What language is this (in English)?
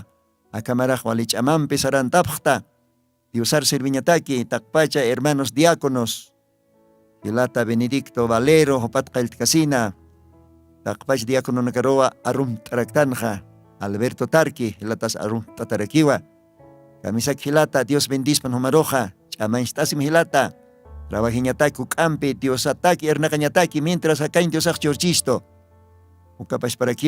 Aymara